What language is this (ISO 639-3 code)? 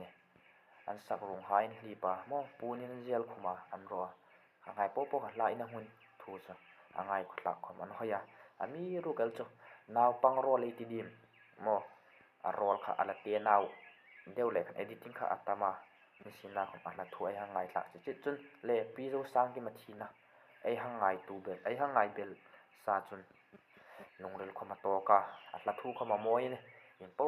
hmr